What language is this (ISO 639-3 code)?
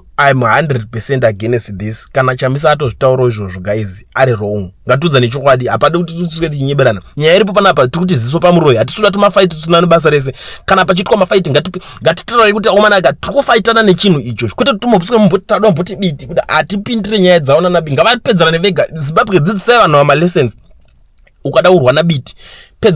sna